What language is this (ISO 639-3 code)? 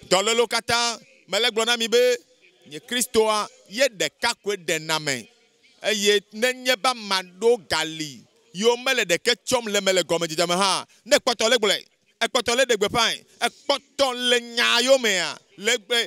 ewe